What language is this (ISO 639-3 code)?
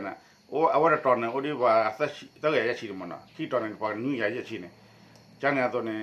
ksw